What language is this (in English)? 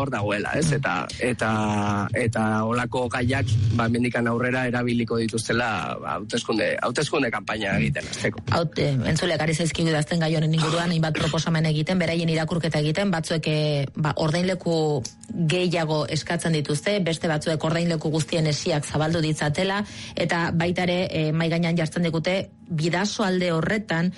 Basque